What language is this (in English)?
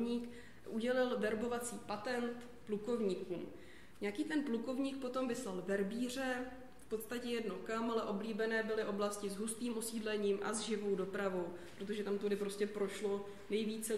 Czech